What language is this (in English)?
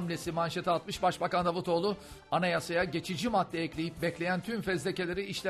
Turkish